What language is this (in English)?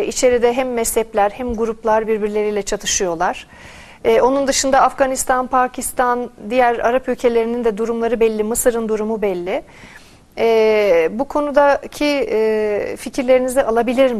Turkish